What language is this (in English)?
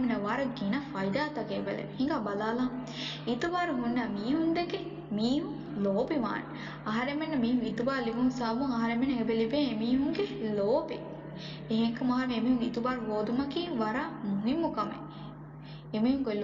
Divehi